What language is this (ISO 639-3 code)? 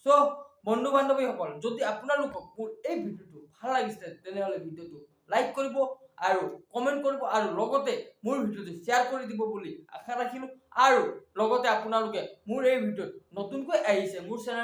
asm